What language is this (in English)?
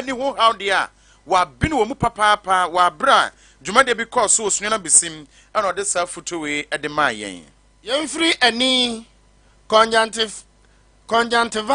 Akan